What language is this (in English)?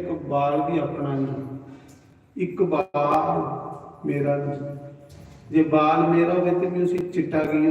Dogri